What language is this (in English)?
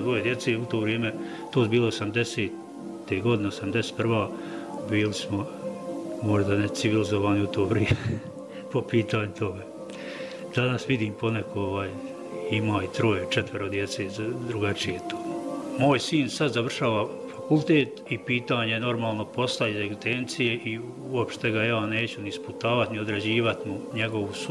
Bosnian